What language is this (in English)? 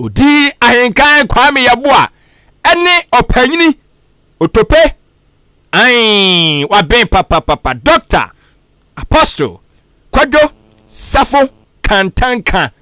Akan